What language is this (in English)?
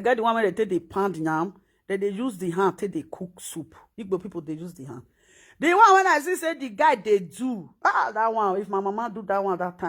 Nigerian Pidgin